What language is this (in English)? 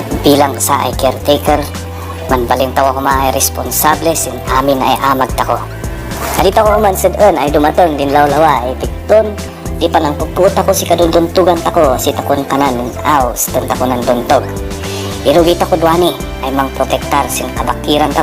Kankanaey